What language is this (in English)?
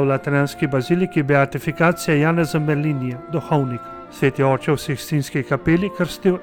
Slovenian